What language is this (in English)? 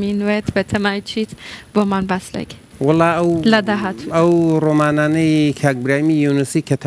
Central Kurdish